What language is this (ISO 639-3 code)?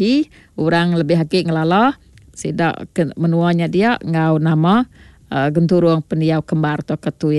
iba